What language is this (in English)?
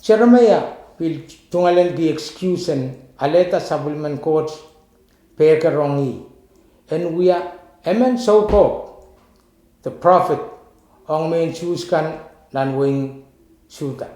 Pohnpeian